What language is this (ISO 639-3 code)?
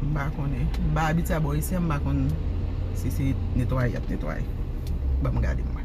hat